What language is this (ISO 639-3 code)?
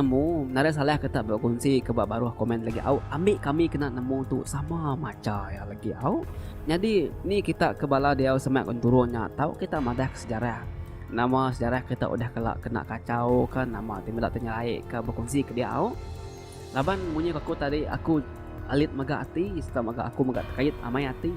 iba